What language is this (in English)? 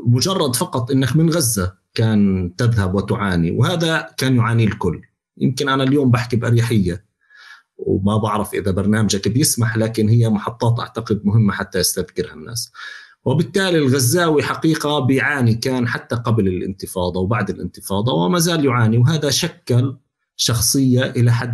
North Levantine Arabic